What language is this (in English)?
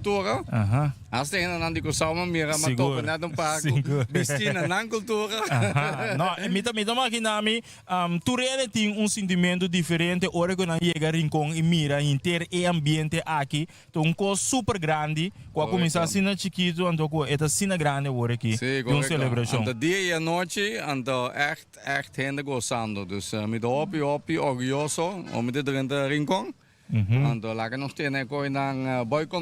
Papiamento